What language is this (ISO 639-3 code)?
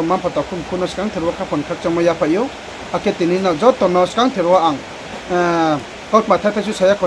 ria